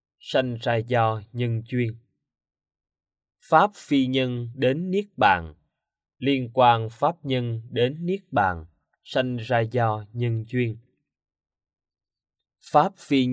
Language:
Vietnamese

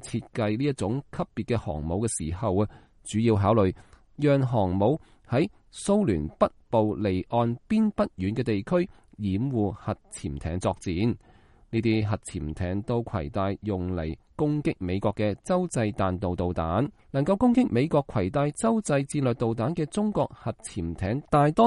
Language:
Cantonese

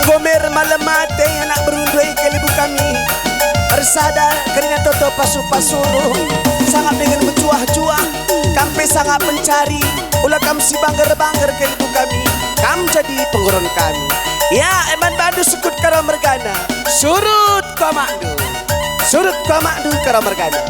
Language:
Batak Karo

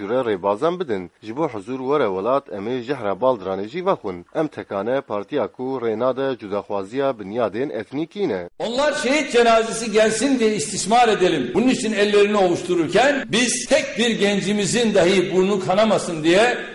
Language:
Kurdish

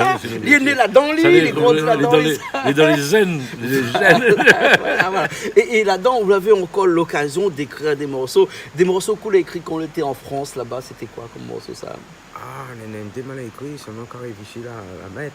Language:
Réunion Creole French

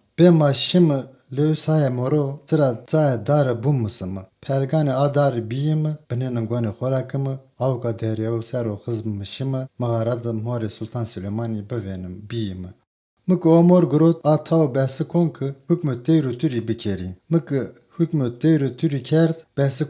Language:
Zaza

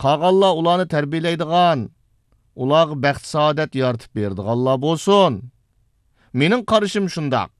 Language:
Uyghur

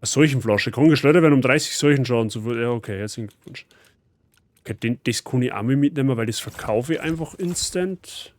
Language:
Bavarian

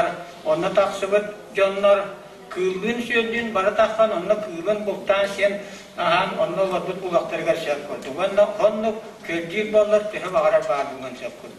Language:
Yakut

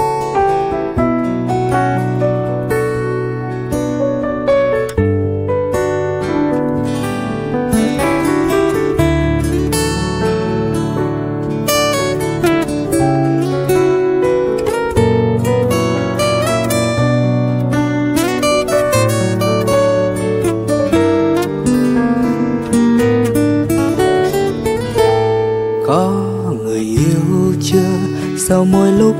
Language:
Vietnamese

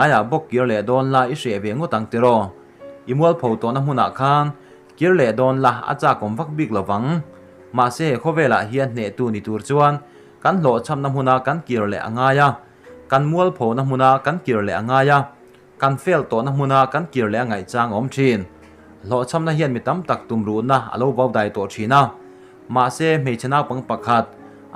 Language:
Mizo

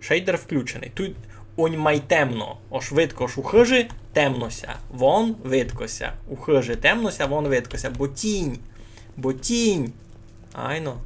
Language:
Rusyn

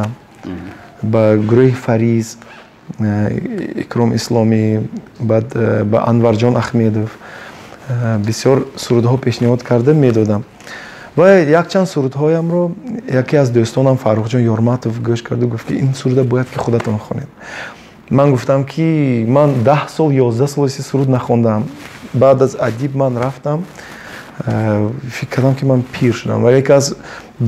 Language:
Tajik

